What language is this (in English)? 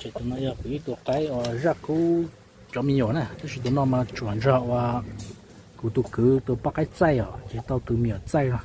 Hmong